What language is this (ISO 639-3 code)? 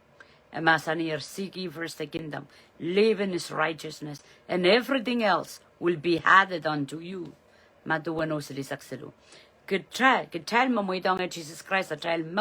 pon